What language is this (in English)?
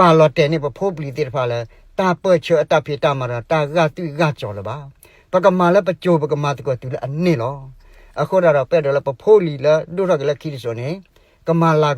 S'gaw Karen